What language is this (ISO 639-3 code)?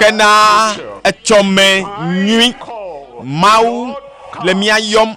ewe